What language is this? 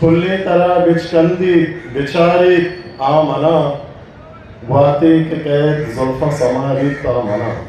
Eastern Balochi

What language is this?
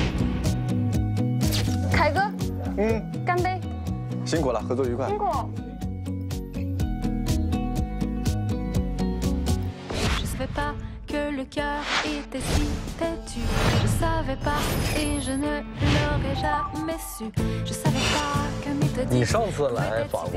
Chinese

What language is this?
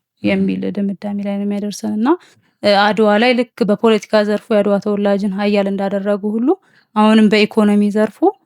Amharic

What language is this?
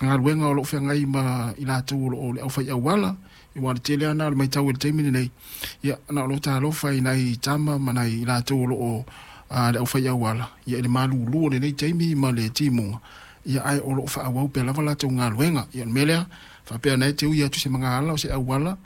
Samoan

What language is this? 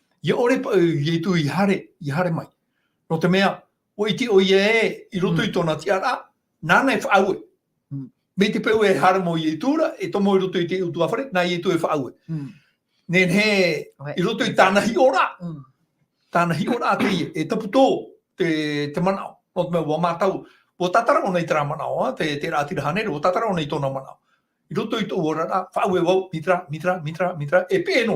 Tahitian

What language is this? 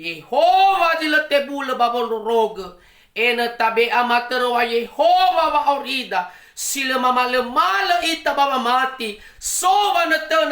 Nias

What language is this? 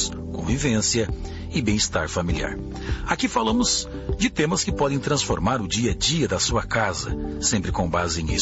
Portuguese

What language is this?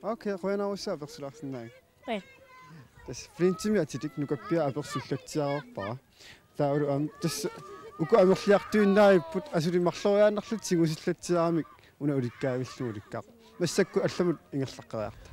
Kalaallisut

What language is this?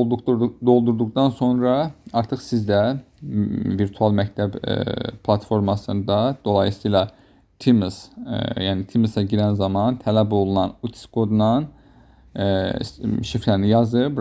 Azerbaijani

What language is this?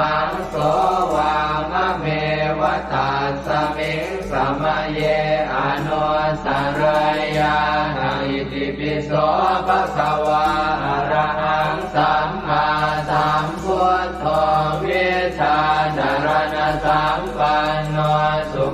Pali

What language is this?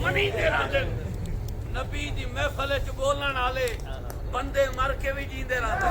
Saraiki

